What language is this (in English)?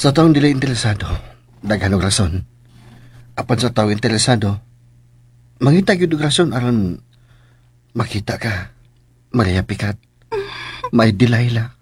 Cebuano